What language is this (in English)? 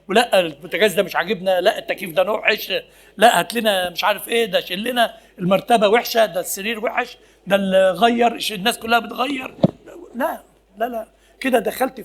Egyptian Arabic